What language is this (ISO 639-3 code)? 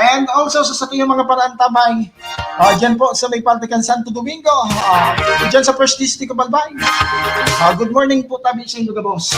bik